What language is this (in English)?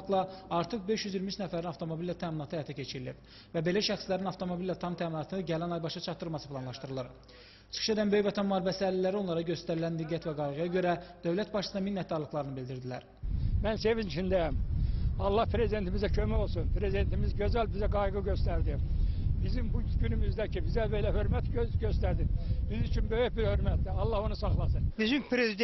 Azerbaijani